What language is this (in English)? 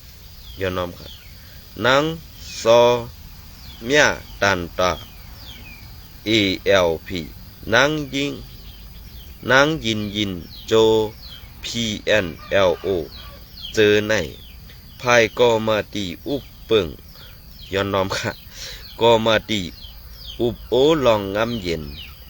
Shan